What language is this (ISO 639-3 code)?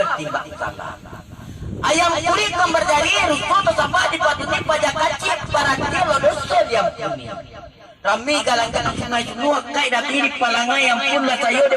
min